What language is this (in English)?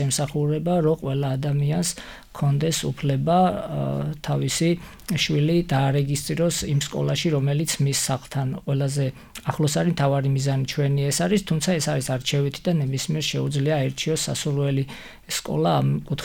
Georgian